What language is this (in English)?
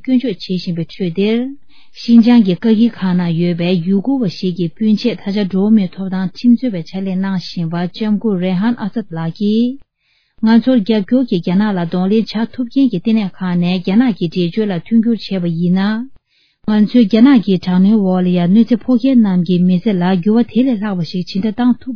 Tibetan